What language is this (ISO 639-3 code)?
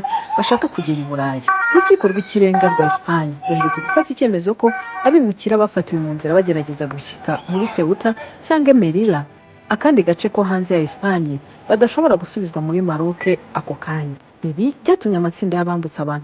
kin